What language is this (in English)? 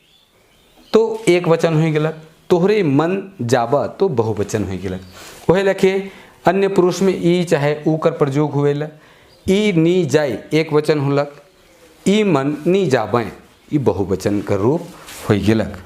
Sadri